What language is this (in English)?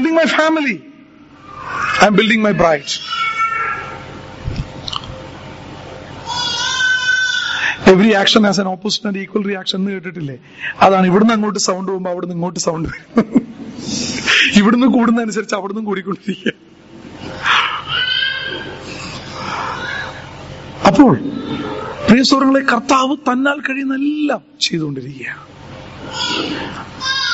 Malayalam